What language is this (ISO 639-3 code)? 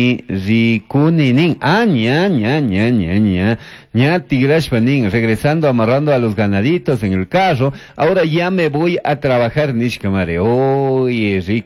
qug